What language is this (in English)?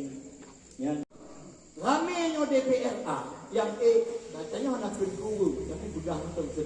Achinese